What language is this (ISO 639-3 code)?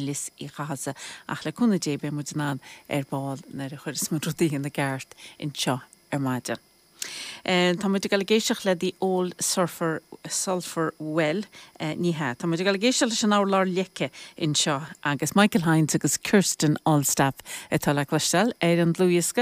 gle